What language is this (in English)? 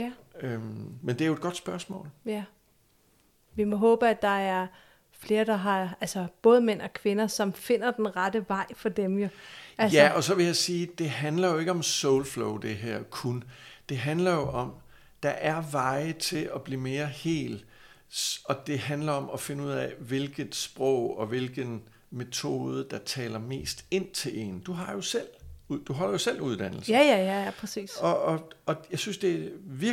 Danish